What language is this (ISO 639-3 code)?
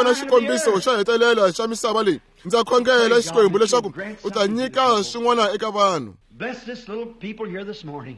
tso